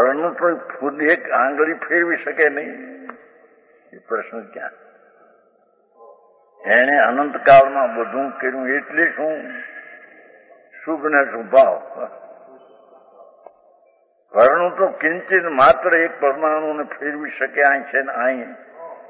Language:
Gujarati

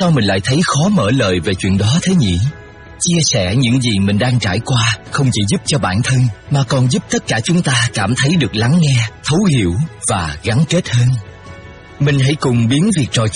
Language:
Vietnamese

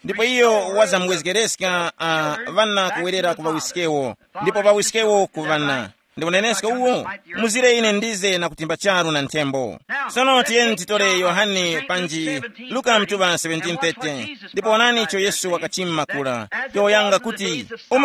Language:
Tumbuka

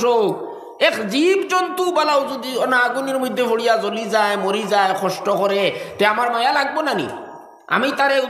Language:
Sylheti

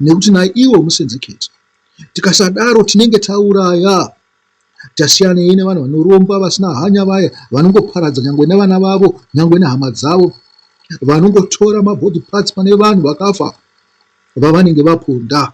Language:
Shona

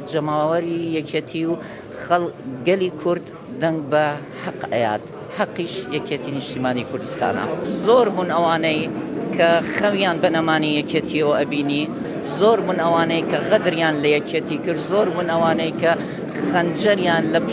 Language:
Central Kurdish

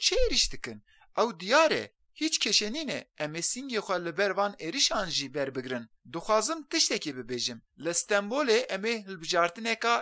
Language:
Kurdish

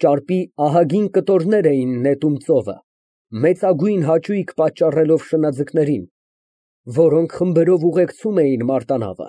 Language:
Armenian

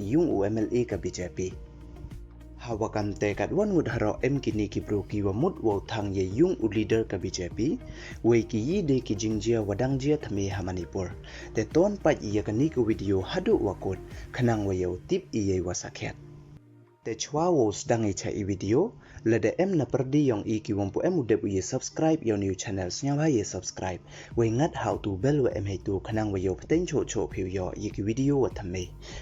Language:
Pnar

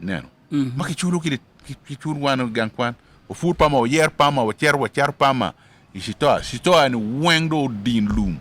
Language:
Acoli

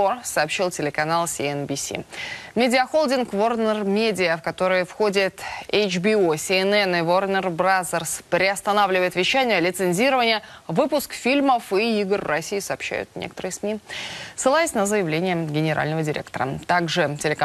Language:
Russian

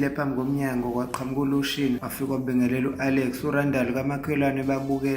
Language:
Zulu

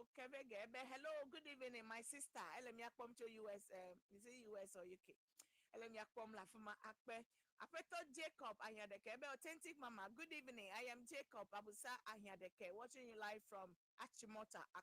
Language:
Ewe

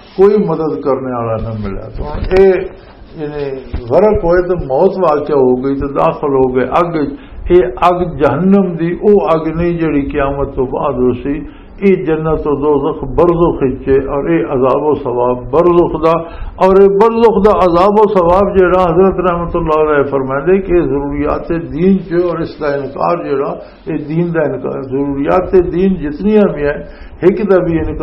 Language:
Western Panjabi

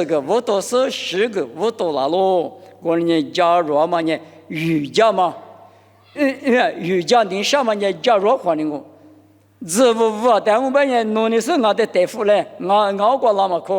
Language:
Lisu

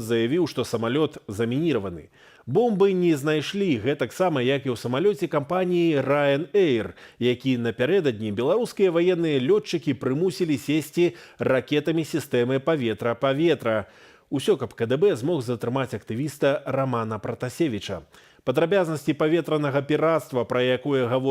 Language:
Belarusian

